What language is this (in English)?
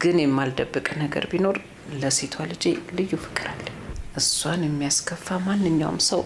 Amharic